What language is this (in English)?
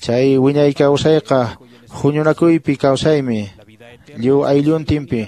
Quechua